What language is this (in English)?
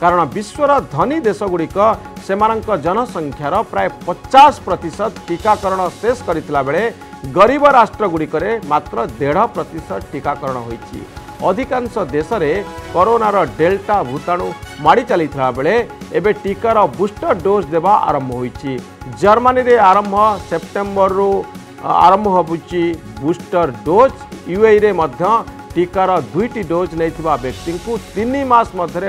Odia